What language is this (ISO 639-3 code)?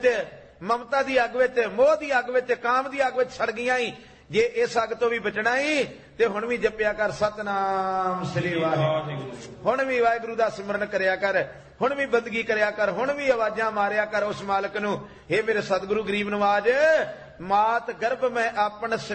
pan